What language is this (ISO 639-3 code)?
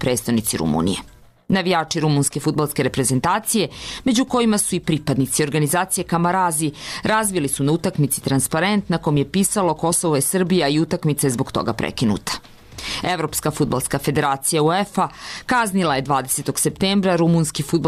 srp